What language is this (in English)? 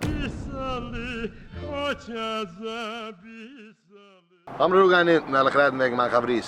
Yiddish